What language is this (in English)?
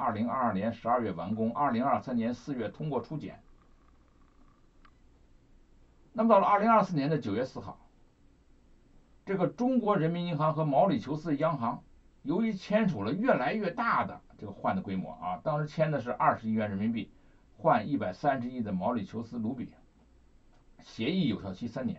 Chinese